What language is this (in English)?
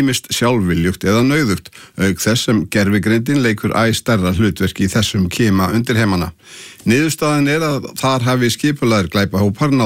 Icelandic